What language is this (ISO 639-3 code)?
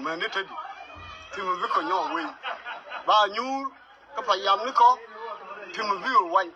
nus